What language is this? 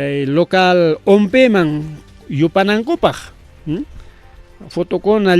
Ayacucho Quechua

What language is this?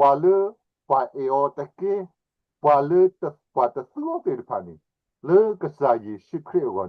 S'gaw Karen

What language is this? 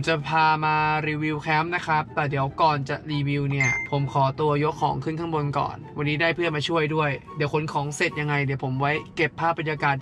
Thai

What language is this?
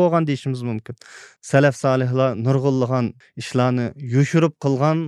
Uyghur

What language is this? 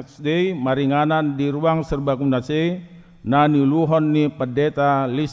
Batak Toba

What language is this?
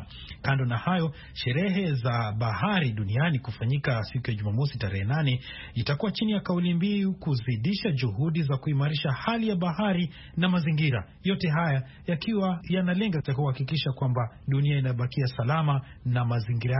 Swahili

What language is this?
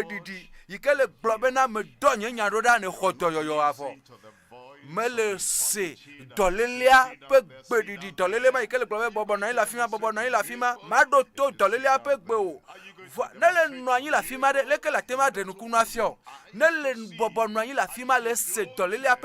Ewe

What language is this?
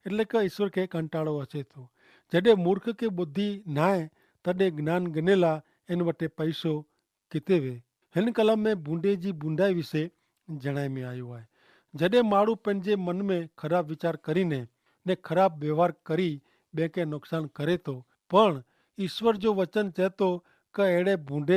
Kachhi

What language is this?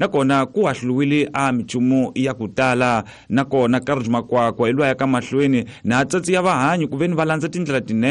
Tsonga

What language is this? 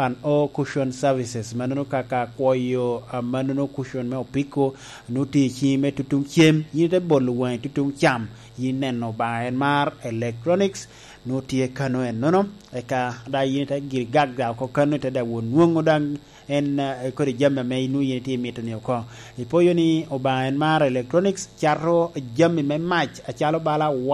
Lango (Uganda)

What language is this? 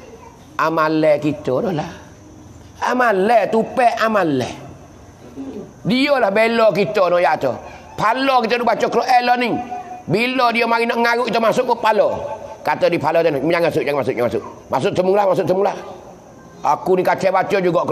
Pattani Malay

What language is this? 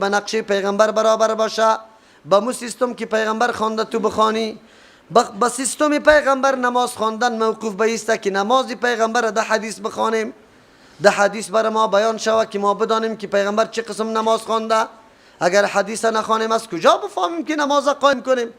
Persian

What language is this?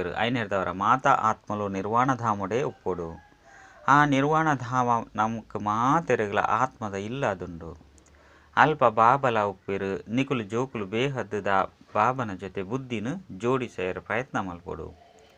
Tulu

